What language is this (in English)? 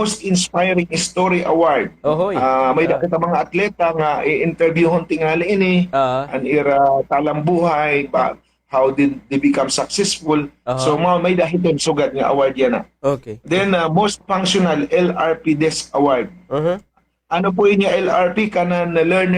Waray